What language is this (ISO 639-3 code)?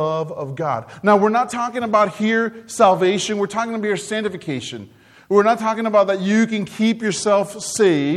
eng